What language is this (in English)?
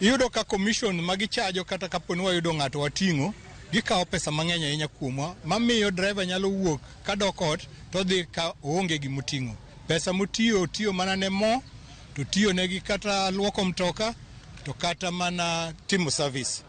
Luo (Kenya and Tanzania)